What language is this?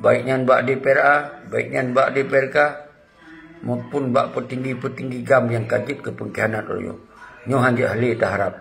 Achinese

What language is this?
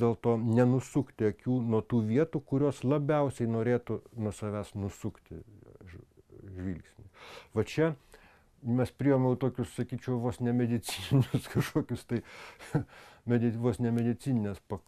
Lithuanian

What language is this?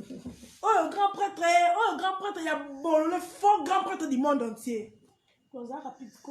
Lingala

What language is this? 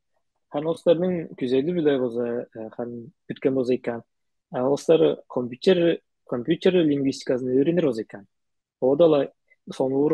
Tuvinian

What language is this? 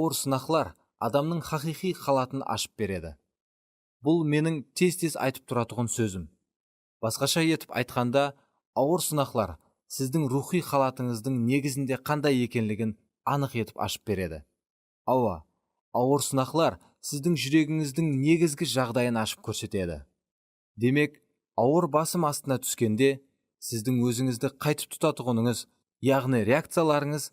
Kara-Kalpak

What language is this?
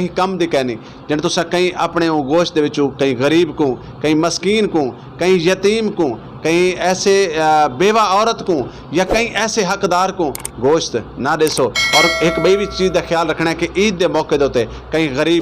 Saraiki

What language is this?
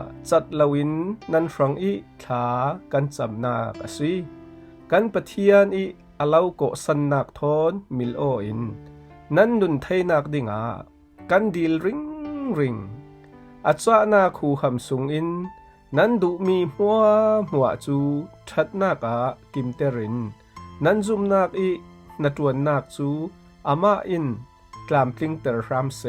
Falam Chin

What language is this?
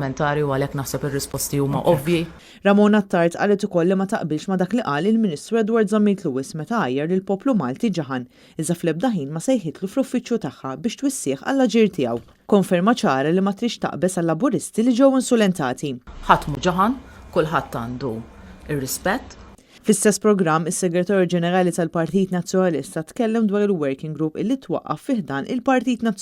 Maltese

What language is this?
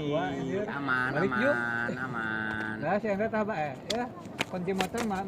Sundanese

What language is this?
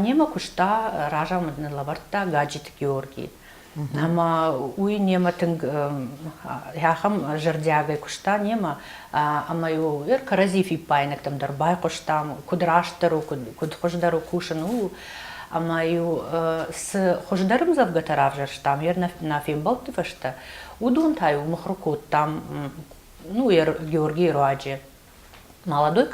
Ossetic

